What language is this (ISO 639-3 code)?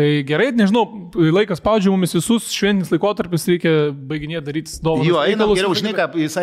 lit